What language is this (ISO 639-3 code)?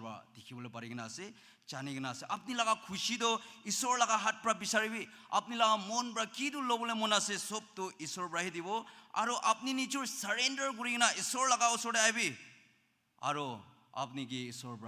nag